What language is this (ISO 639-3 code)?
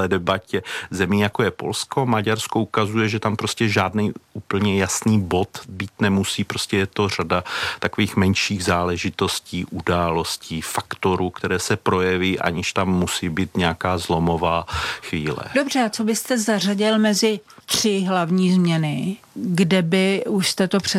ces